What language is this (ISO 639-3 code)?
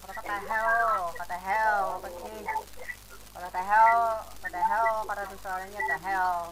bjn